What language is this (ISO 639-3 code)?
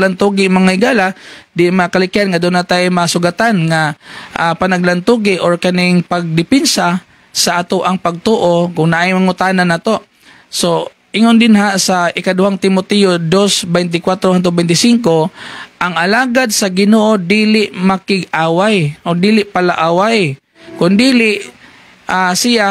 ceb